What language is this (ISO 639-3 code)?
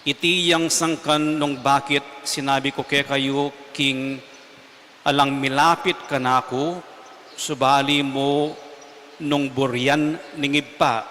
pam